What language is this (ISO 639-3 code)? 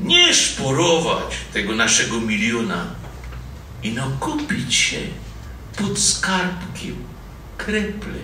szl